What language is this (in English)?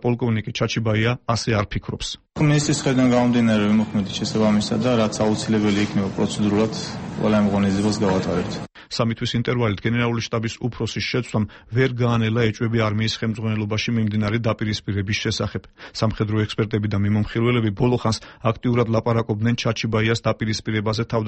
Georgian